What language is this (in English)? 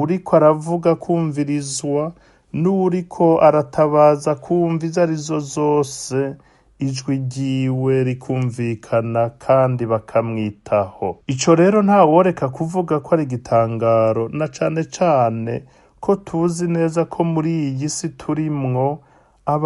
Rundi